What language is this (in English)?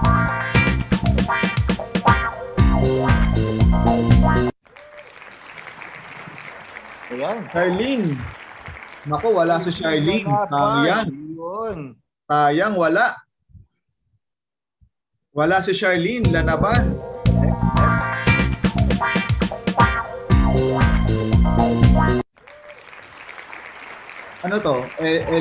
Filipino